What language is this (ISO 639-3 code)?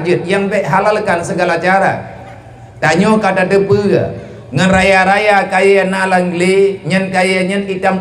ace